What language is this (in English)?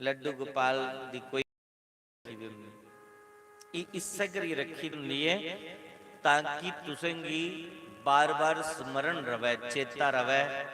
Dogri